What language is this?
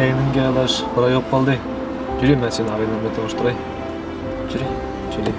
Uyghur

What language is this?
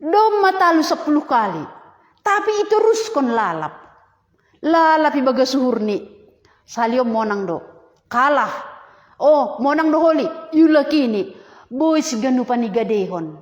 Batak Simalungun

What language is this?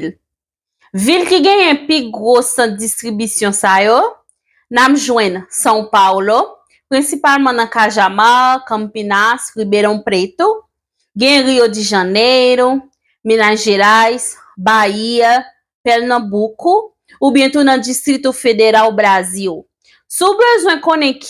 Haitian Creole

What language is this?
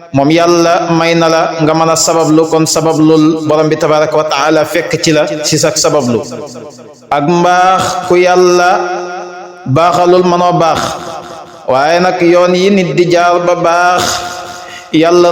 Wolof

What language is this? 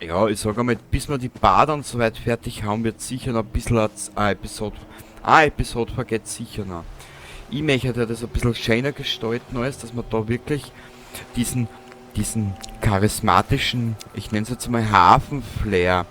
Bavarian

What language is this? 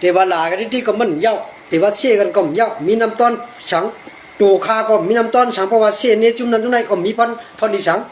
Shan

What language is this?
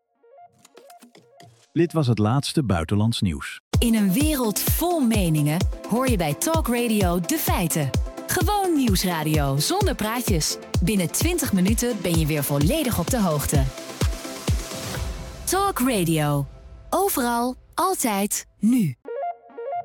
Dutch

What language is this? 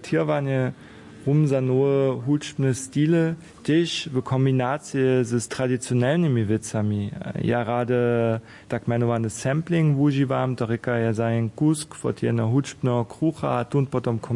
Upper Sorbian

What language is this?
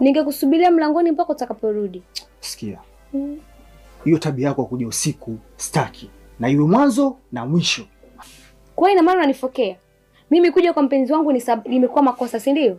Swahili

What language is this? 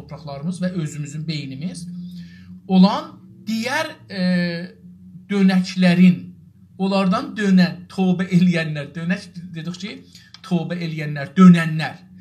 South Azerbaijani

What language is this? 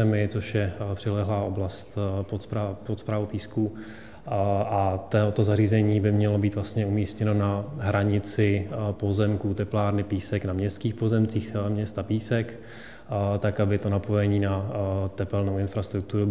Czech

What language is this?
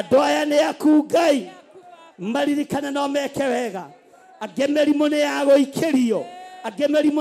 Kikuyu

